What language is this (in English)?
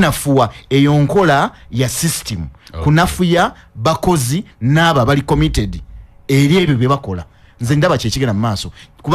Ganda